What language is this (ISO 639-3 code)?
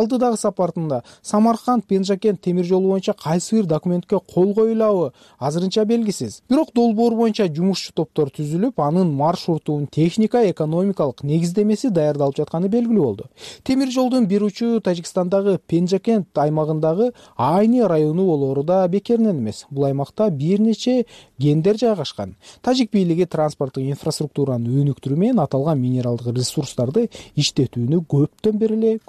kir